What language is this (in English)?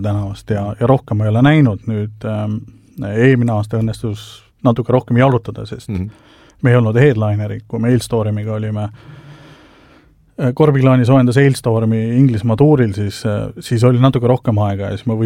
Estonian